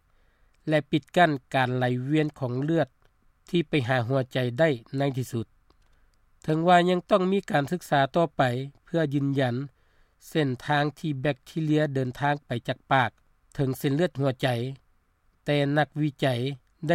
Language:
Lao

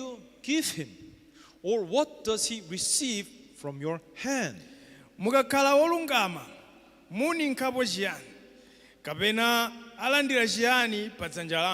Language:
Nyanja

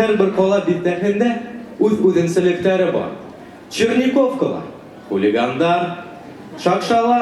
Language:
Bashkir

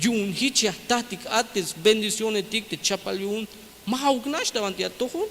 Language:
Tzeltal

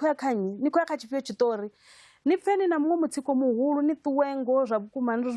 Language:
Venda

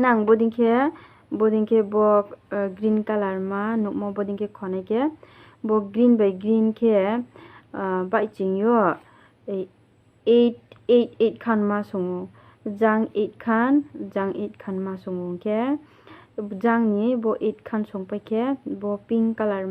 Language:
Riang (India)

